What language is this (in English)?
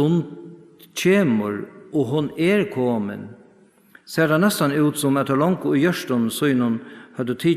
Faroese